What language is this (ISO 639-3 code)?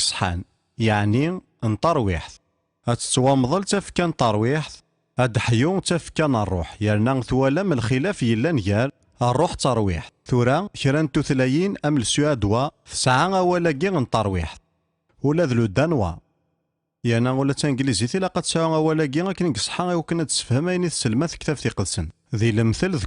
kab